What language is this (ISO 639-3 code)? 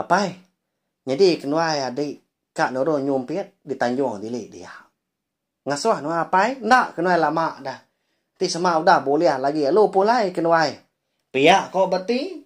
iba